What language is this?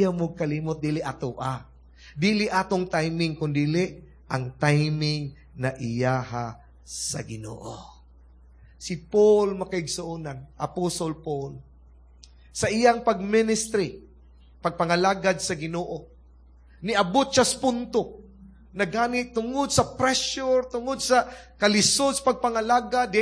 Cebuano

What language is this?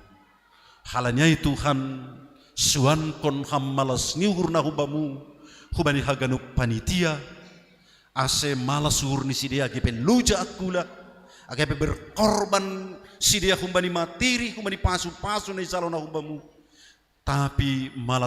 Batak Simalungun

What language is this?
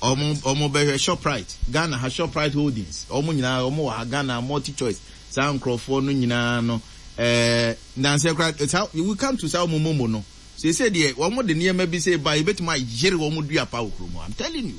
Akan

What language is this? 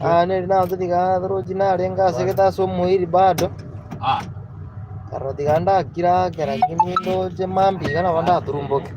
Gusii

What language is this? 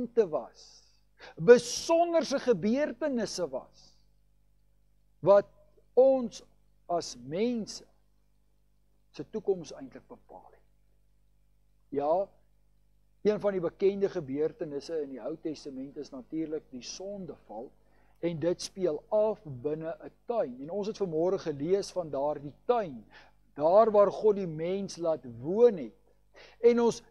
Afrikaans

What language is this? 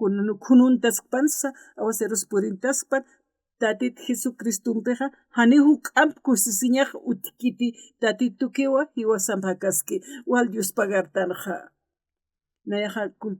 Aymara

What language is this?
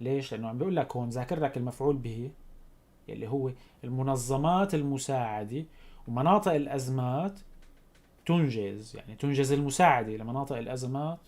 North Levantine Arabic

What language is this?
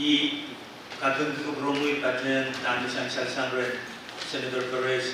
Pohnpeian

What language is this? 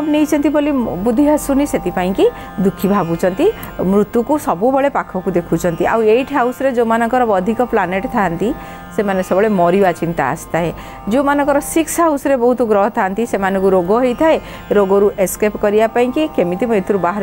Odia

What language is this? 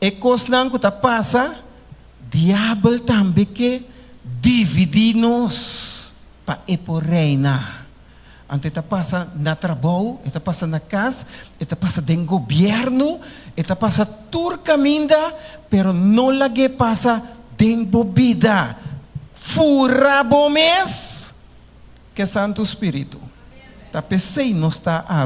Papiamento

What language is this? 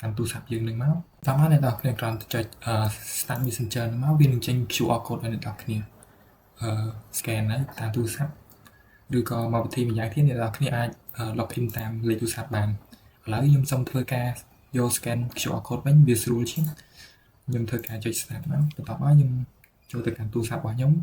Khmer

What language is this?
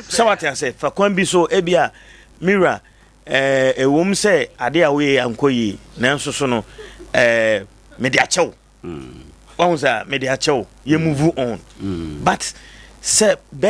Akan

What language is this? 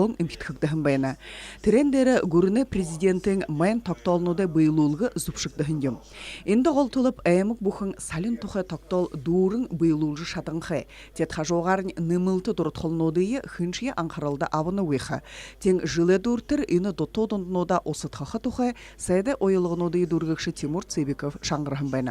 Buriat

